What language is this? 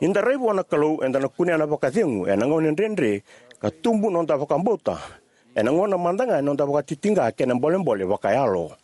Fijian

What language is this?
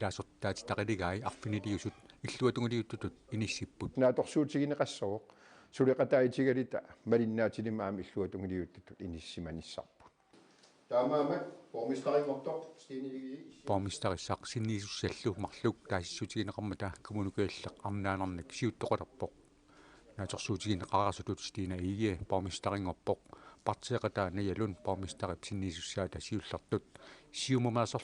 Kalaallisut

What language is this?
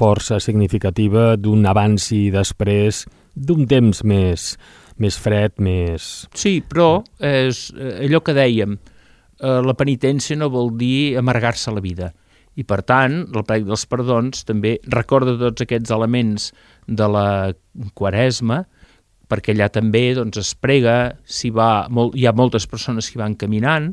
Catalan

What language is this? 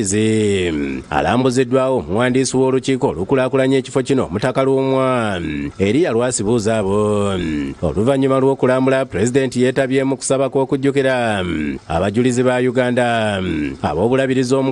Ganda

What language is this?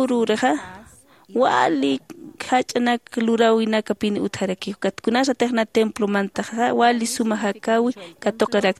Aymara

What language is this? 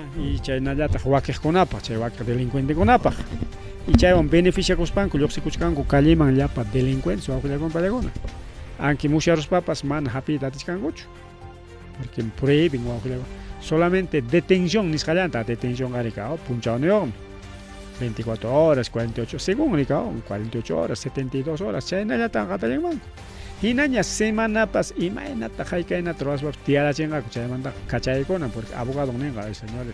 Ayacucho Quechua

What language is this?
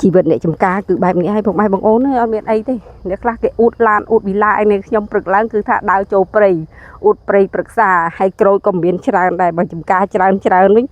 Khmer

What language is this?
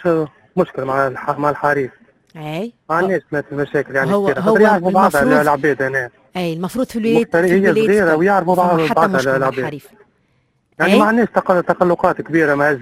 Tunisian Arabic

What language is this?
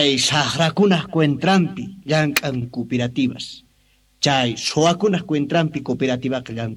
Quechua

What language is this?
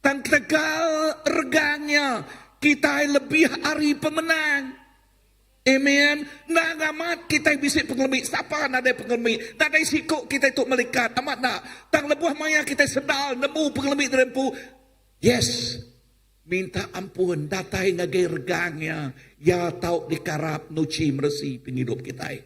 Iban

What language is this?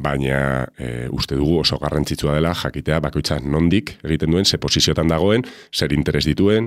Basque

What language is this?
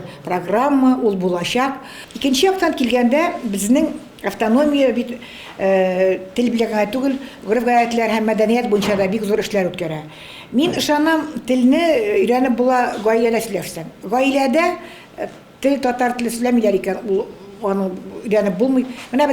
Tatar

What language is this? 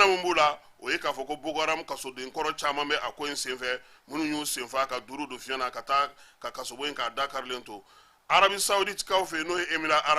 Bambara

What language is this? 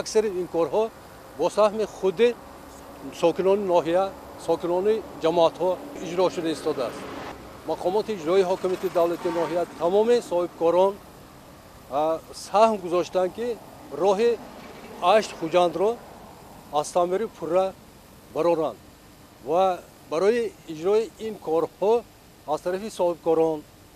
Tajik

